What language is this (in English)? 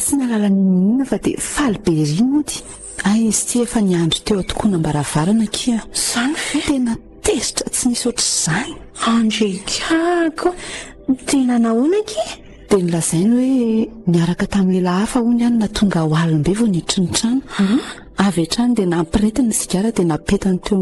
Malagasy